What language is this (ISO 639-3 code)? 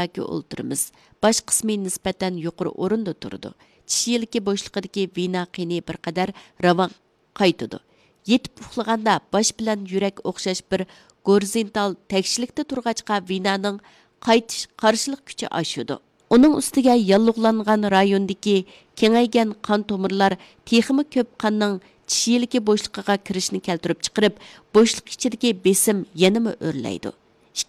uig